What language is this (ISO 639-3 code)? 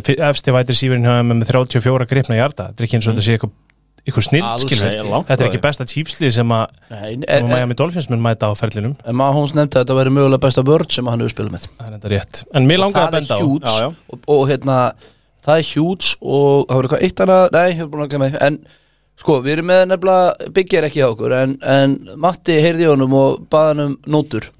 isl